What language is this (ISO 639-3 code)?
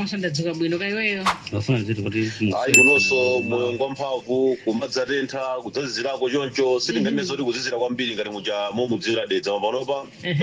nya